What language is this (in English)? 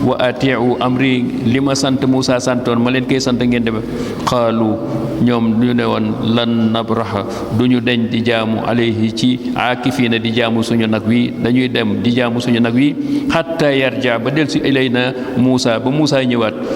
Wolof